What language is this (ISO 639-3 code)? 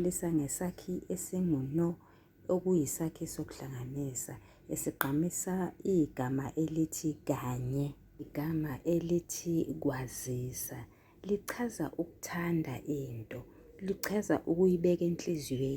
zul